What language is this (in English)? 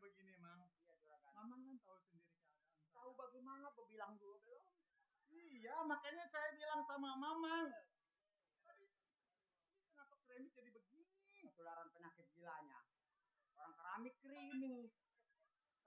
Betawi